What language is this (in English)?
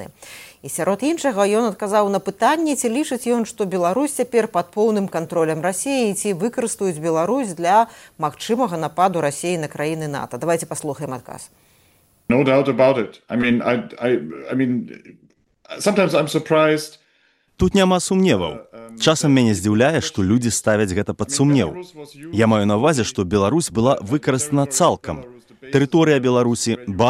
Belarusian